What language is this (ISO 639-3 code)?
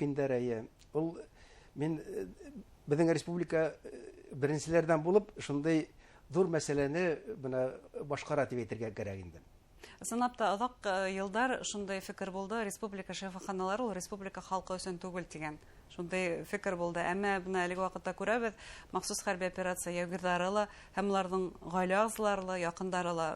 bak